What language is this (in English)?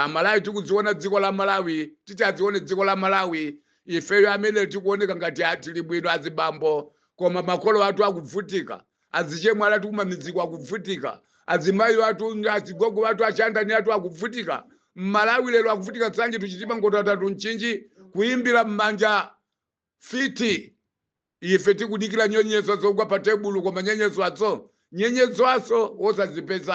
Nyanja